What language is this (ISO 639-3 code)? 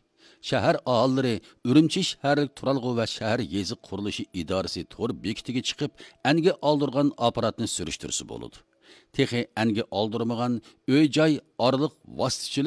uig